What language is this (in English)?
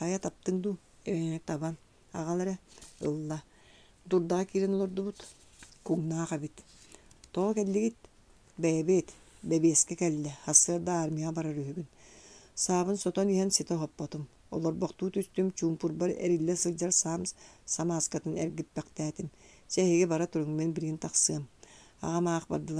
Yakut